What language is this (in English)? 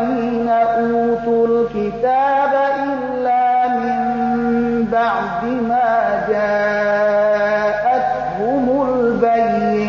Persian